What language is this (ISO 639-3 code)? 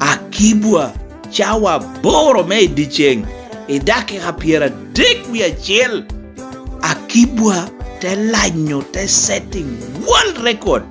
laj